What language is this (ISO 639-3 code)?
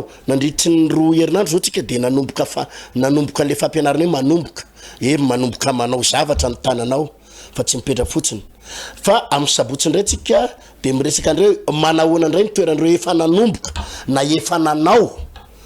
mlg